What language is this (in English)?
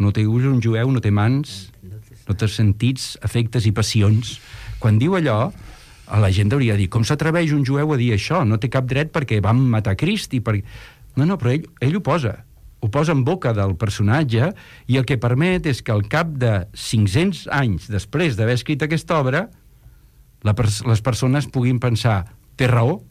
Catalan